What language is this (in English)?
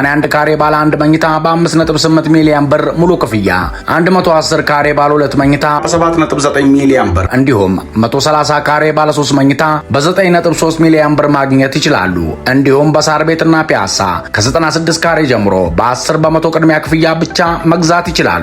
Amharic